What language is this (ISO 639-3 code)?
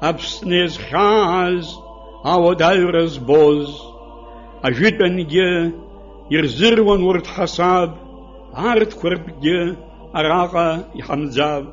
abk